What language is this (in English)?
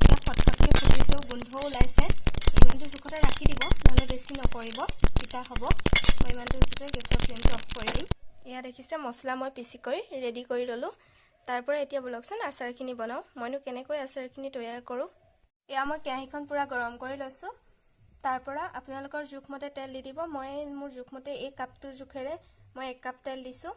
Assamese